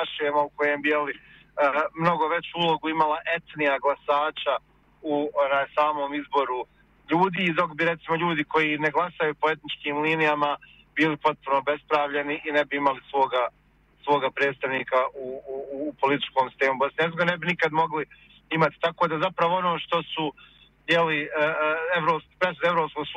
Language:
Bosnian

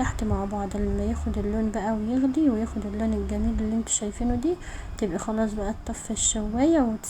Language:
Egyptian Arabic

